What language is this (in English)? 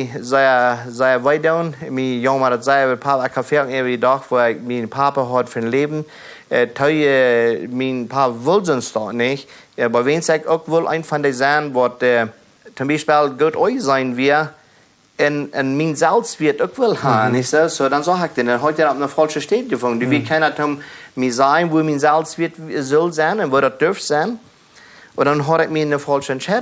Plautdietsch